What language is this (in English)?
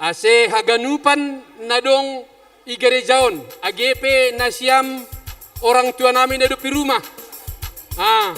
Batak Simalungun